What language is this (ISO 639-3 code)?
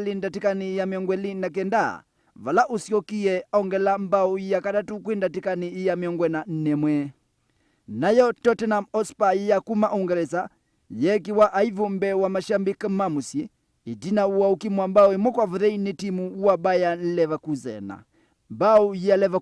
kam